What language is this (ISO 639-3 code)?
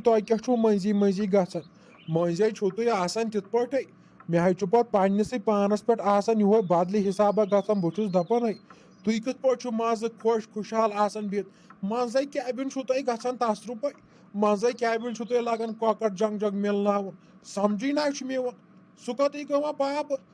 kas